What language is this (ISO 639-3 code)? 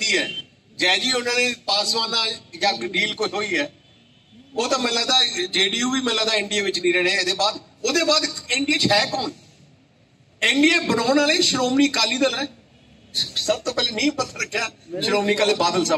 pan